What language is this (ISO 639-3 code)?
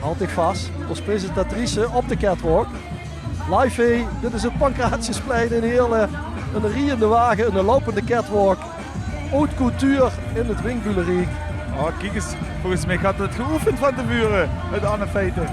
lim